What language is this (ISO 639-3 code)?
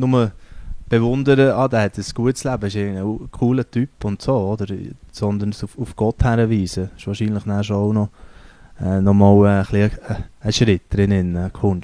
gsw